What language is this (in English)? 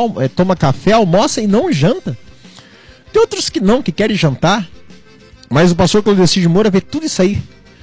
Portuguese